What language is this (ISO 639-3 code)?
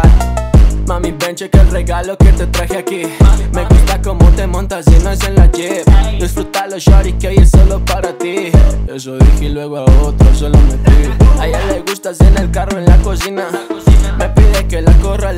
spa